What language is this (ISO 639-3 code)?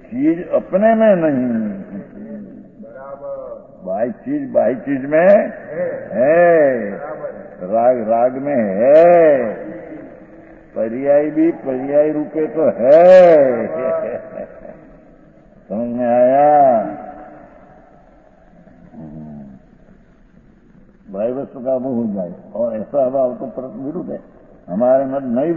hin